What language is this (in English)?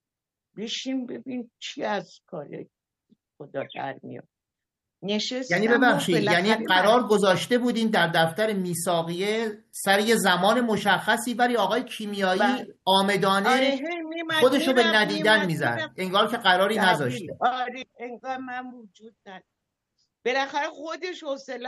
Persian